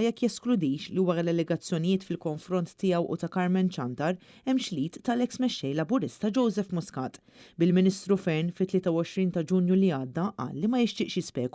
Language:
Maltese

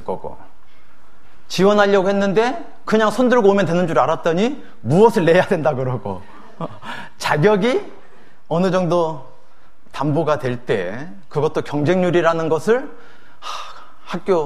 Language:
Korean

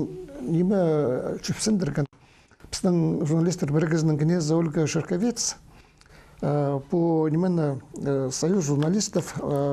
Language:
Khakas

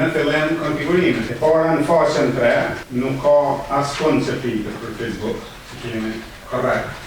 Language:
Albanian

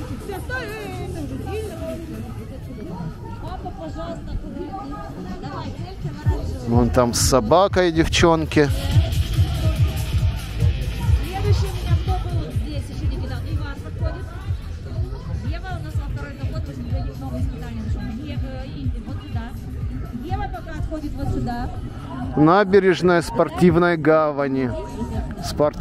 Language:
Russian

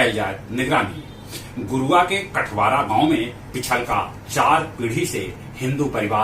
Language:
Magahi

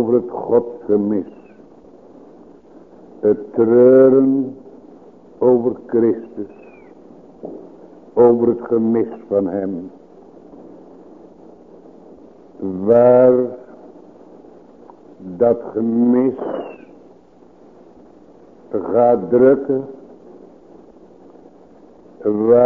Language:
Dutch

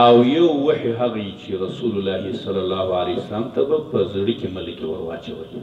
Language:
Pashto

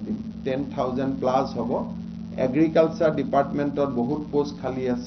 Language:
Assamese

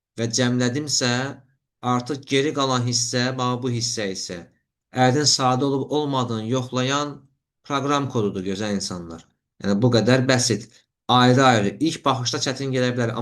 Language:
Azerbaijani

